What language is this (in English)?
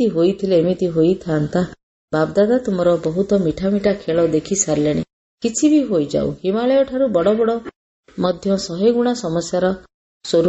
Odia